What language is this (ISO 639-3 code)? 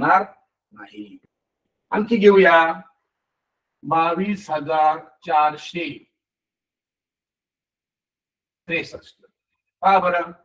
mar